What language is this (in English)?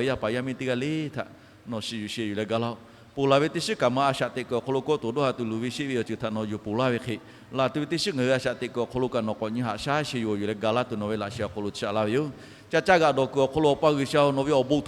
Lahu